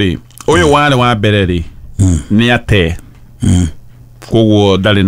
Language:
Kikuyu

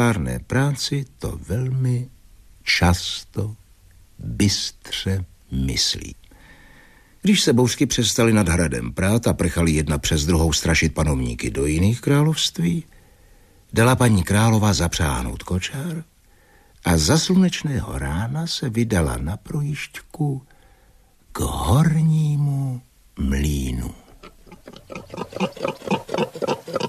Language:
Czech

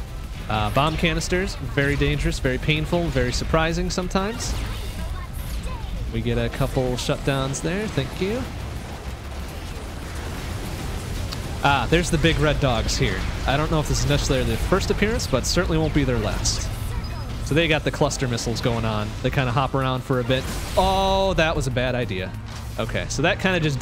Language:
English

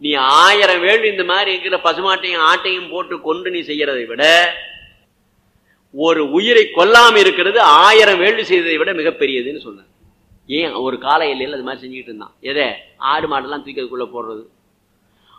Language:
Tamil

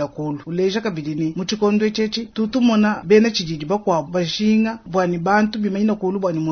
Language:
Luba-Lulua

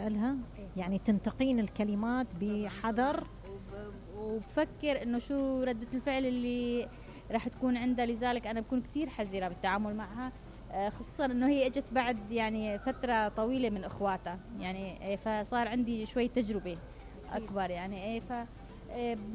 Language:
Mesopotamian Arabic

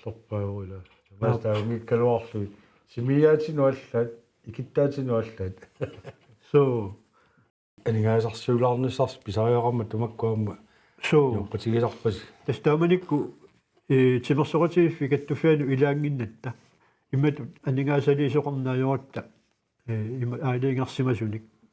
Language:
Kalaallisut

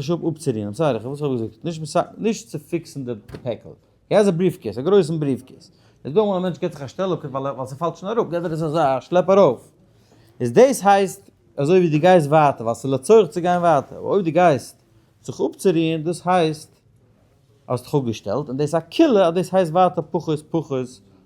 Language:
Yiddish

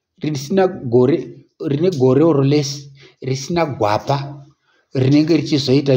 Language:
Shona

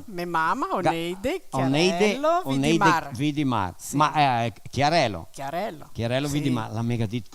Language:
Venetian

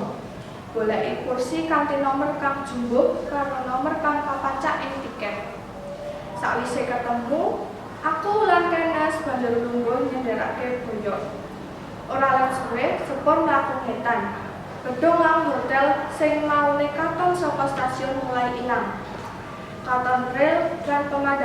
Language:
Javanese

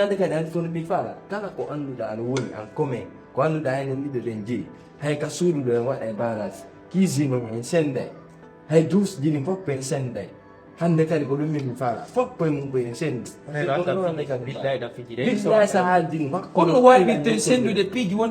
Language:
Fula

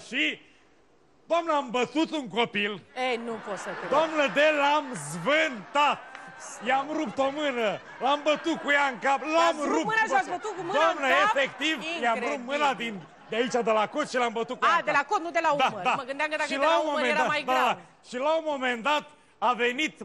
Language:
Romanian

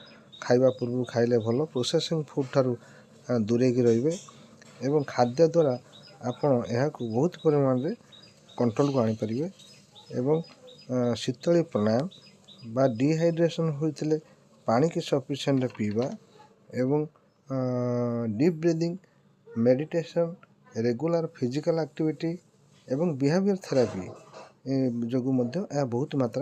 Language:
Odia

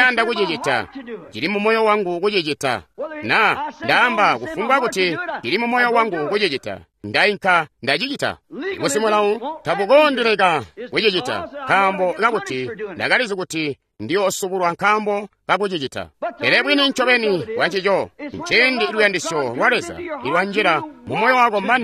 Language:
Tonga (Zambia)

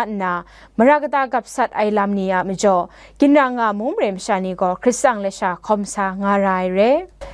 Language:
Kachin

